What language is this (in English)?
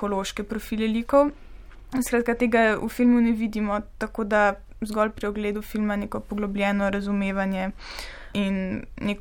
Slovenian